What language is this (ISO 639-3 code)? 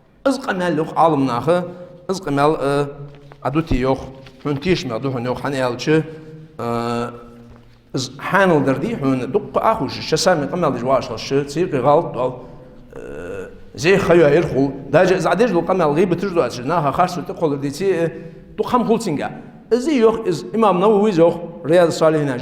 inh